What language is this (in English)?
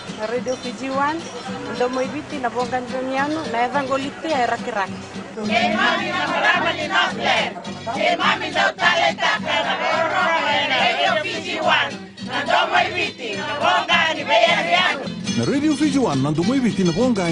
Fijian